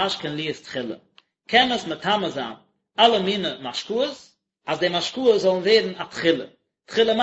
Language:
Yiddish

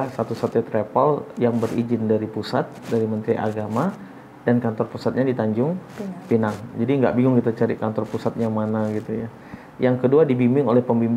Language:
Indonesian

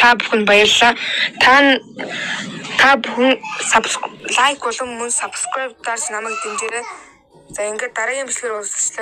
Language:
Mongolian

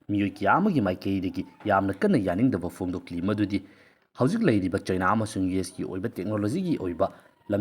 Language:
Manipuri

